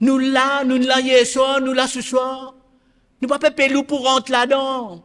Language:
Morisyen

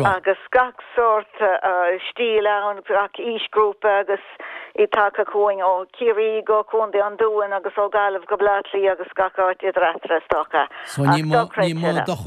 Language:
Irish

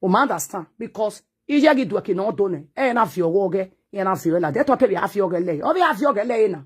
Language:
Nigerian Pidgin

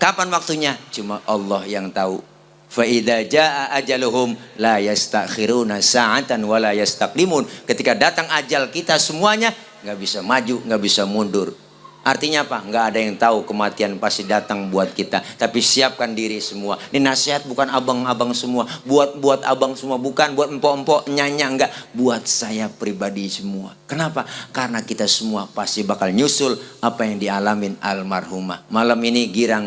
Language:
Betawi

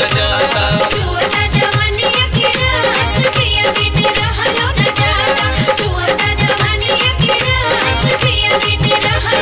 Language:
Bhojpuri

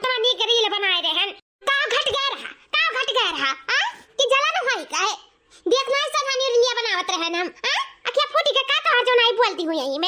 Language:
Awadhi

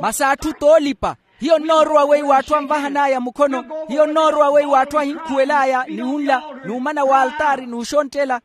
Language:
Makhuwa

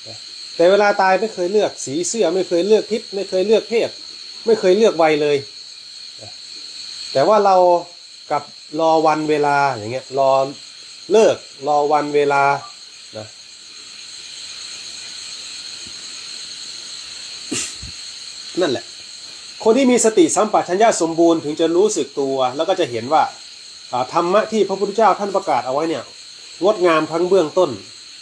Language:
Thai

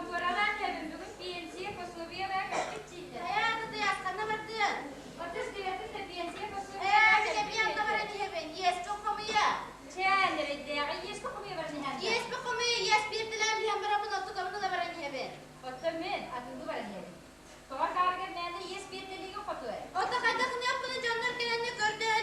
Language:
Yakut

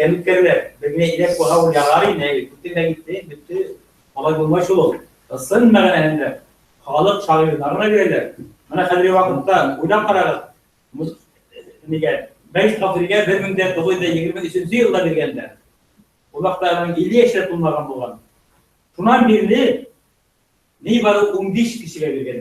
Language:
Bashkir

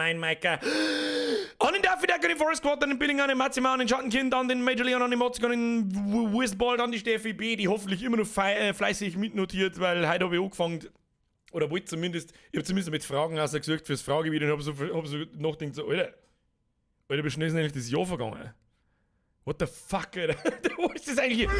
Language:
Bavarian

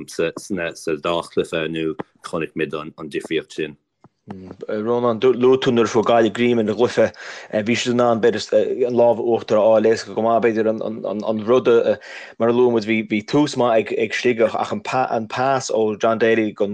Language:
Irish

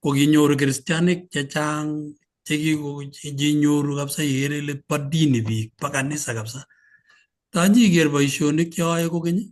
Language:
Kalenjin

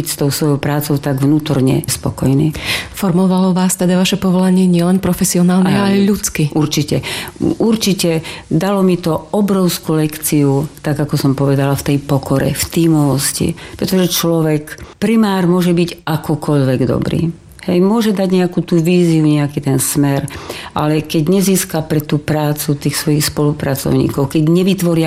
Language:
Slovak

